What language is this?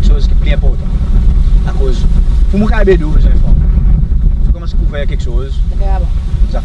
Seselwa Creole French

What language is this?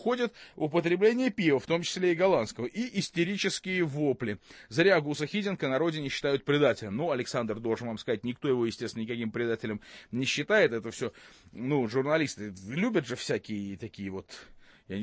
Russian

